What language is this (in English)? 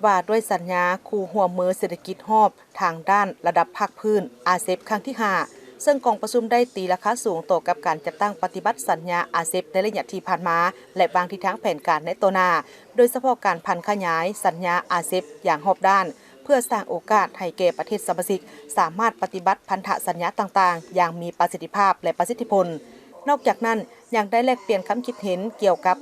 Lao